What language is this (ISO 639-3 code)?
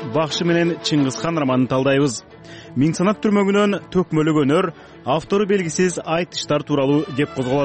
kir